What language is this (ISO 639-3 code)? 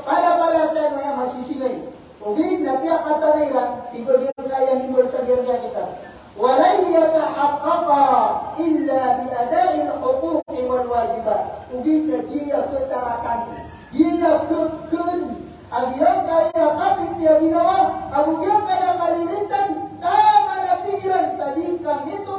mrw